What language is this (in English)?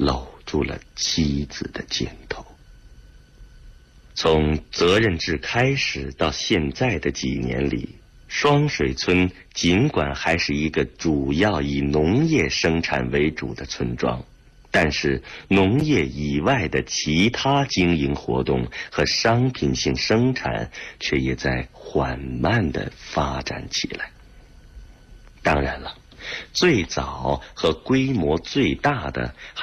Chinese